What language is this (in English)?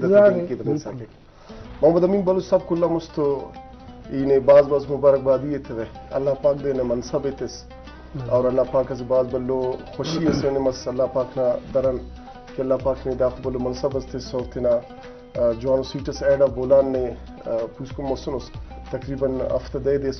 Brahui